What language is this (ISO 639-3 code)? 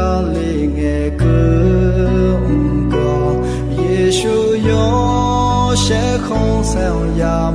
ahk